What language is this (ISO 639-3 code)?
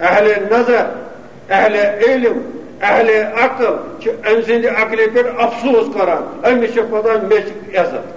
kas